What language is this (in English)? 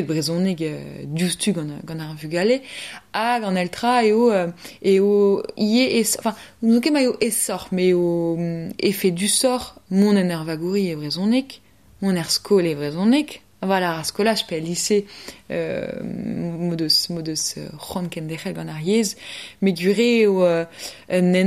Breton